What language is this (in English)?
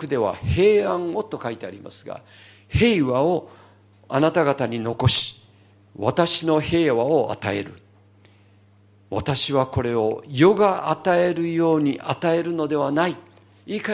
Japanese